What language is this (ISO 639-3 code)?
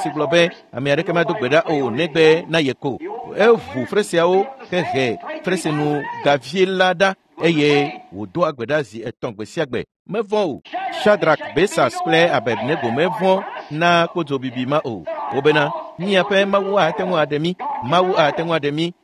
ewe